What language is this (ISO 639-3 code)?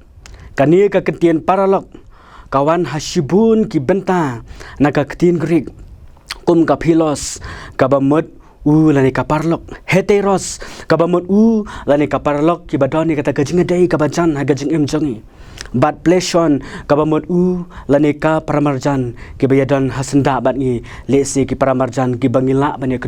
kha